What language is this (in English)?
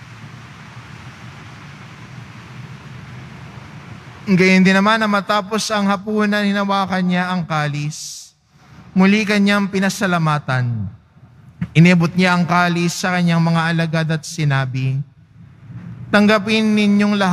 Filipino